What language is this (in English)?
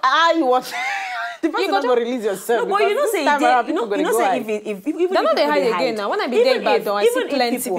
Nigerian Pidgin